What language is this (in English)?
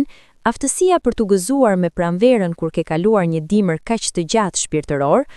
Albanian